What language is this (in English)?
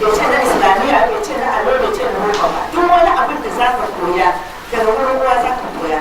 Hausa